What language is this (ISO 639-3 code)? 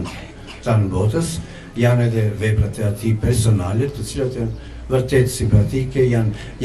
sqi